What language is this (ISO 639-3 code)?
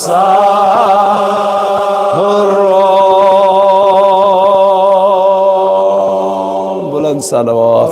kas